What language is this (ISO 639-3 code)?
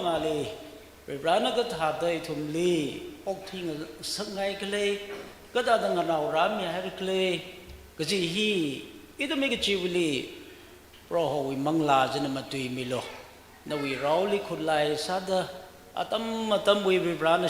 nmf